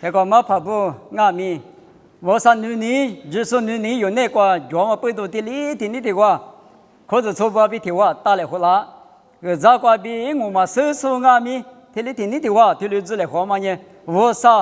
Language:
Lisu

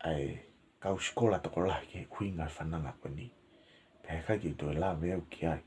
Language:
Tongan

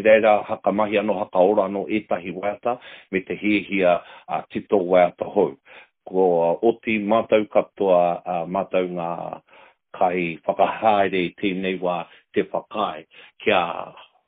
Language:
Māori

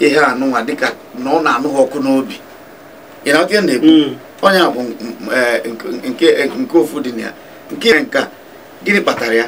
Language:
Igbo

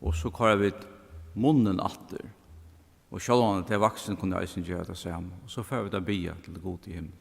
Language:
Faroese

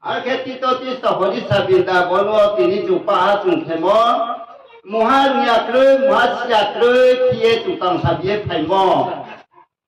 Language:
Riang (India)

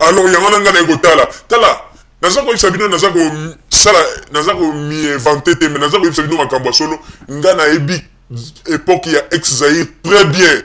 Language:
Lingala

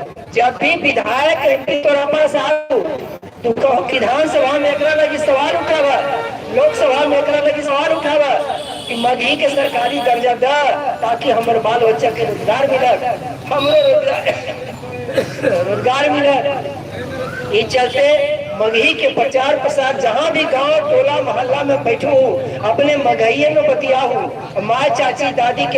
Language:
Magahi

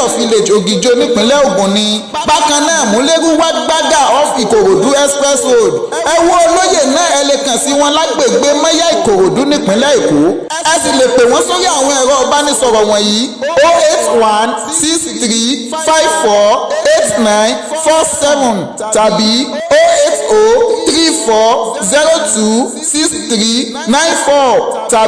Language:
Yoruba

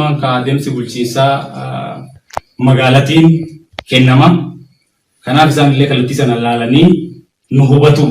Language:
Oromo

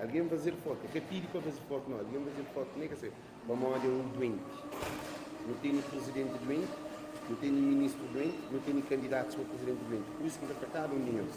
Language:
Kabuverdianu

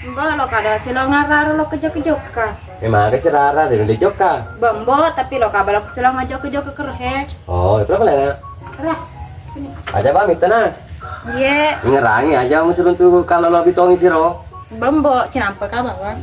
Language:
Buginese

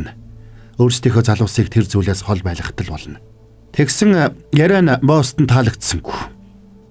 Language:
Mongolian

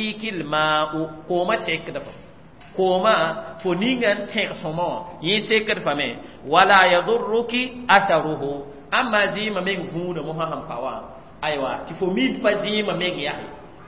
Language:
Mossi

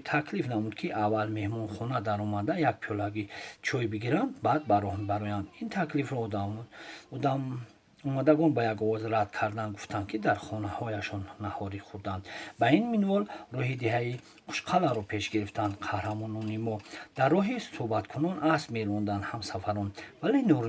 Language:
Tajik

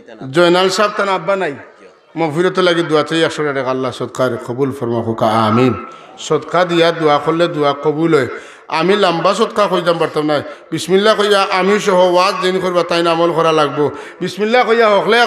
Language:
Sylheti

